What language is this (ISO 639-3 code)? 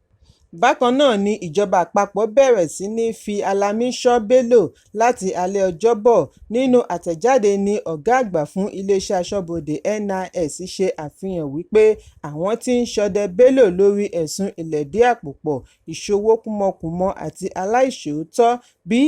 yor